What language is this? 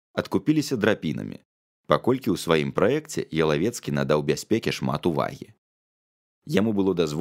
Belarusian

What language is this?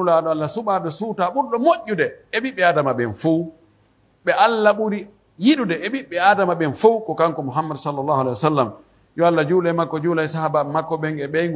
Pular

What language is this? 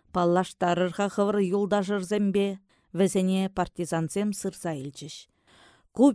Chuvash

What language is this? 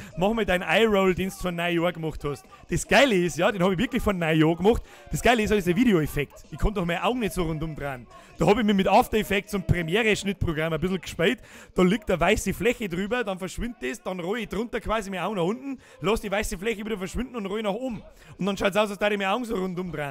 Bavarian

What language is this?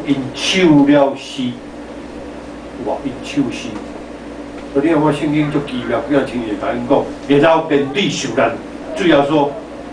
Min Nan Chinese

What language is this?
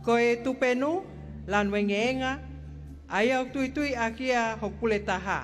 Tongan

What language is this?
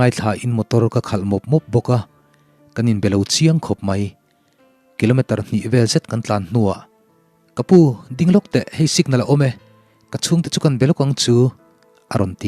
Mizo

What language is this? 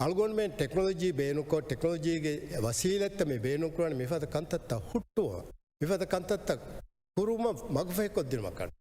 Divehi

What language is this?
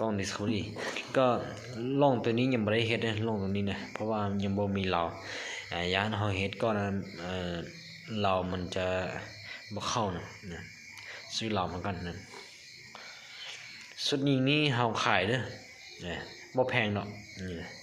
Lao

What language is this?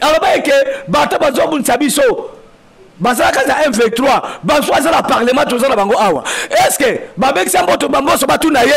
Lingala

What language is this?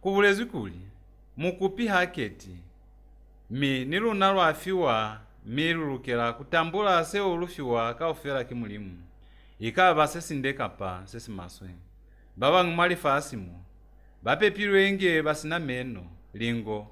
Lozi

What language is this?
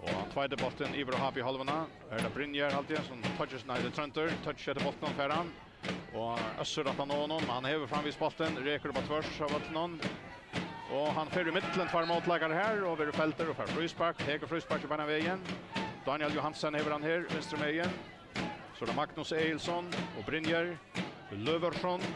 Faroese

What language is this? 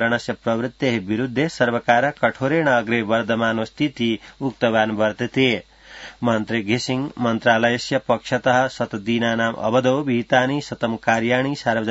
Sanskrit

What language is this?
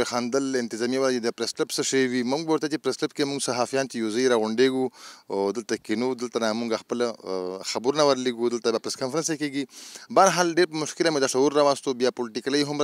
Pashto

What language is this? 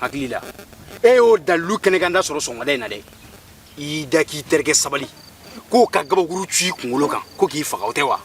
Bambara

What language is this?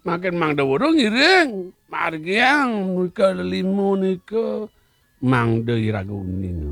Balinese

